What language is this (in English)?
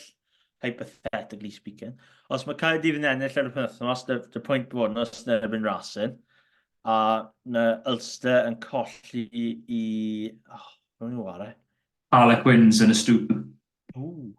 Welsh